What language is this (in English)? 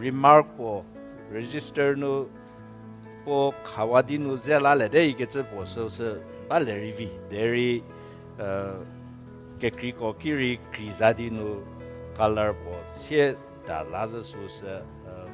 Angami Naga